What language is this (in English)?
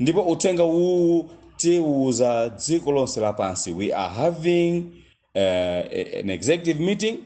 Nyanja